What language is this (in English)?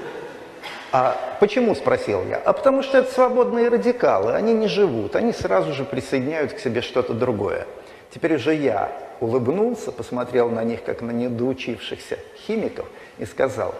Russian